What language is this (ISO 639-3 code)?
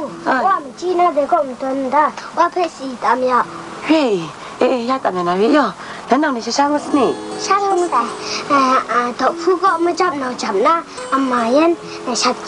kac